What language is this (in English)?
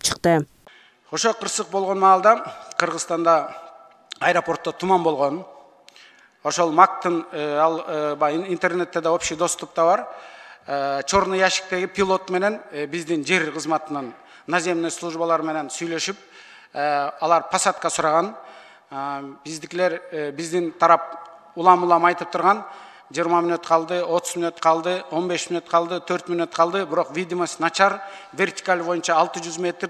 Kyrgyz